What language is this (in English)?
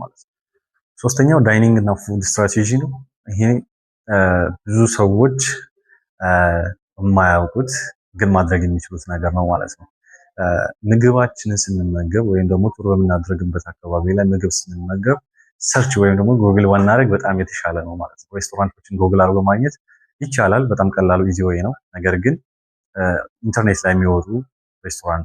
Amharic